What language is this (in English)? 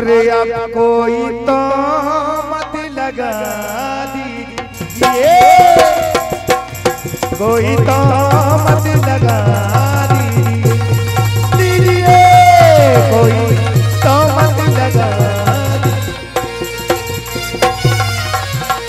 Hindi